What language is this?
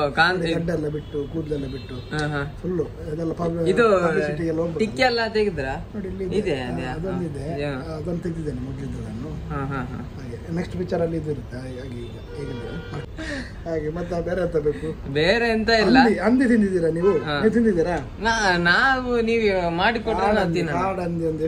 Kannada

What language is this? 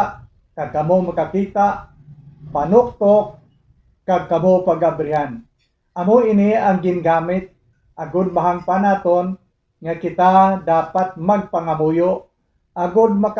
Hiligaynon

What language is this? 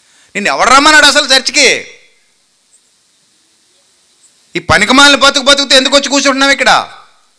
Telugu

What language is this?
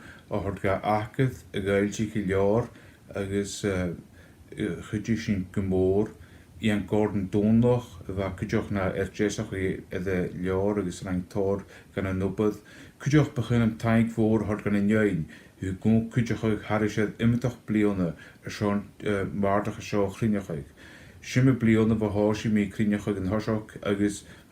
Scottish Gaelic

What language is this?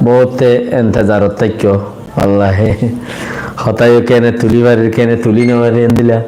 Rohingya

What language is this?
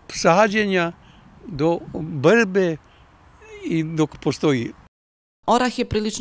Serbian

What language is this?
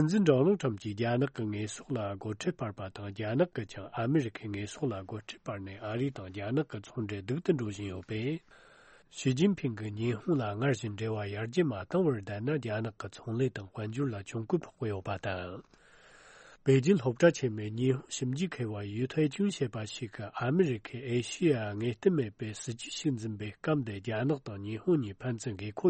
Tibetan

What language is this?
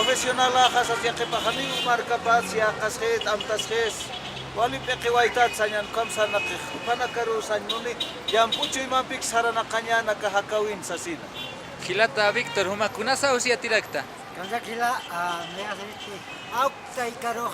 Aymara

